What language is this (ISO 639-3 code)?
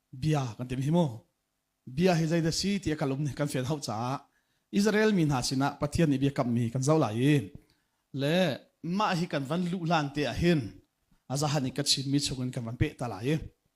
cnh